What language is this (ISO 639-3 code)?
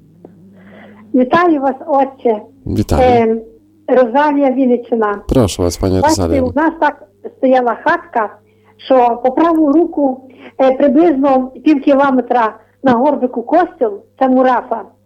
ukr